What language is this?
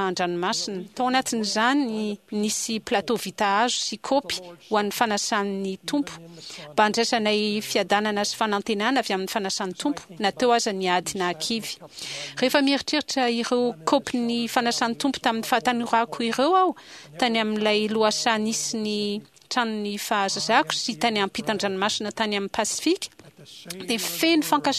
Malagasy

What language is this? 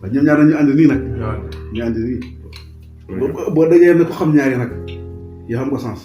Wolof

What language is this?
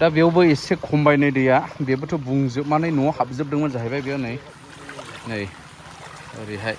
Bodo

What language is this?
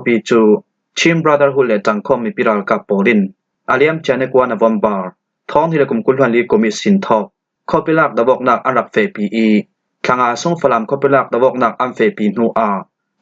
Falam Chin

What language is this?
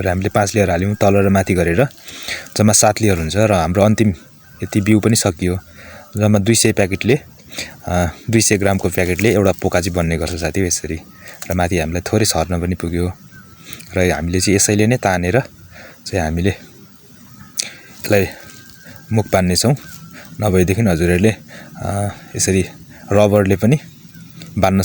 Nepali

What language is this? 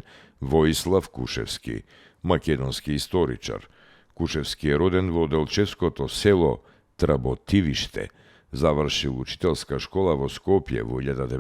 Macedonian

